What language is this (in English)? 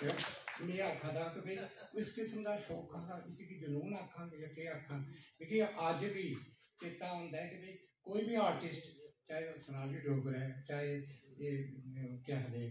Dogri